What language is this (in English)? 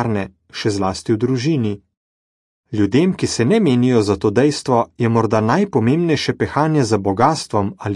Slovenian